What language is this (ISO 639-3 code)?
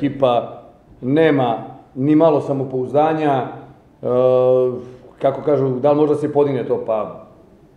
srp